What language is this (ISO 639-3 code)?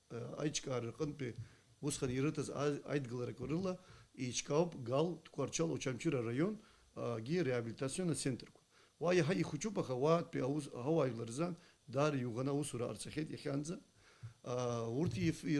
abk